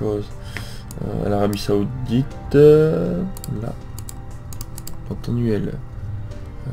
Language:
French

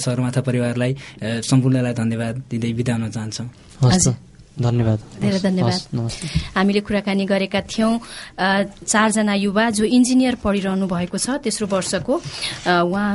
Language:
Nepali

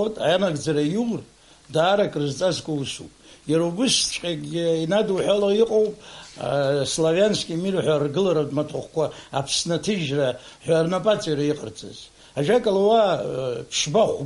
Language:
Abkhazian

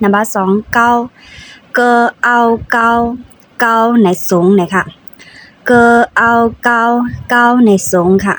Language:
Shan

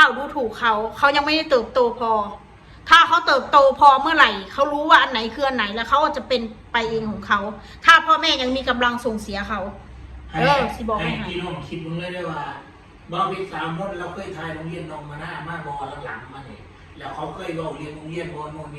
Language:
Northeastern Thai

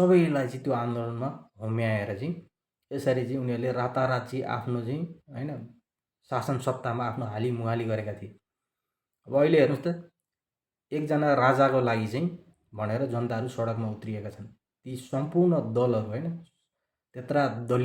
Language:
Nepali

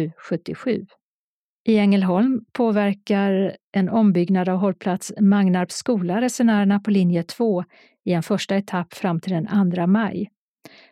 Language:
Swedish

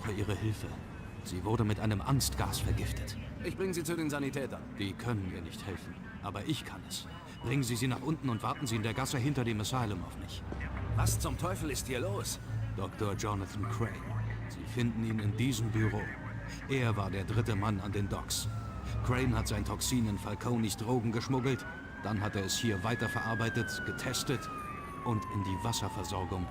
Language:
Bavarian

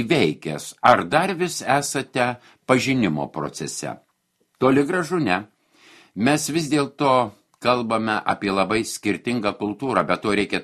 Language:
Lithuanian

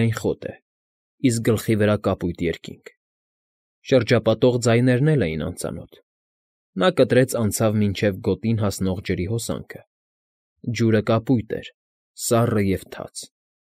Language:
Armenian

